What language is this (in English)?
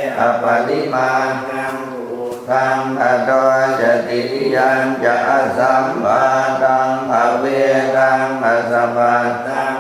Pali